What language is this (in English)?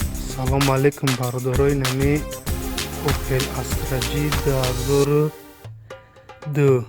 Tajik